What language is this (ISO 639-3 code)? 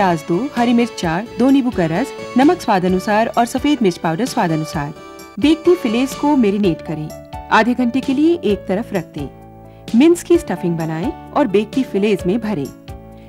hin